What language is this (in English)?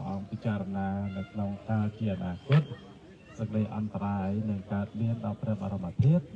Khmer